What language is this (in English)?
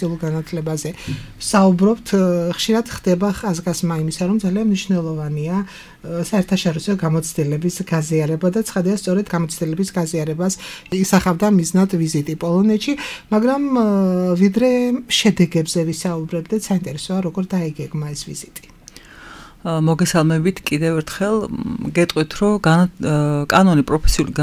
Georgian